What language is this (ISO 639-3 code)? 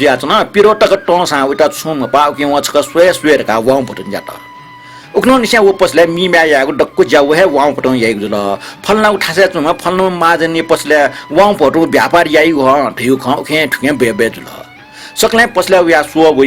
new